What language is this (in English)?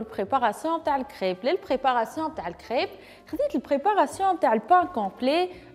Tunisian Arabic